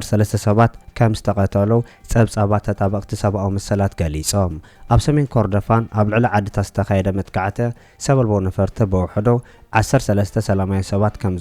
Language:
Tigrinya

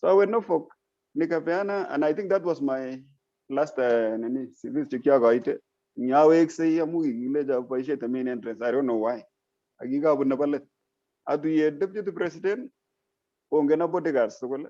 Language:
Kalenjin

